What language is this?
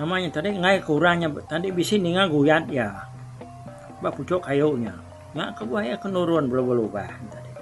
Iban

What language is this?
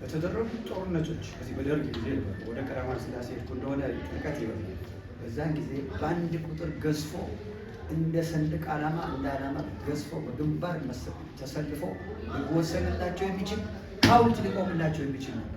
Amharic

